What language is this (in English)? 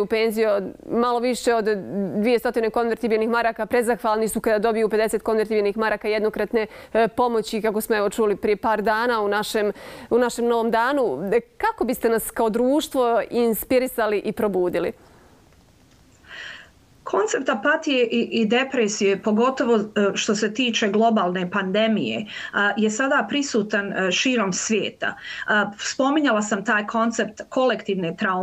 Bosnian